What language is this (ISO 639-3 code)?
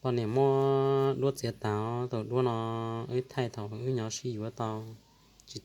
hmn